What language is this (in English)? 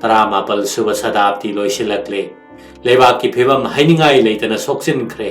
Manipuri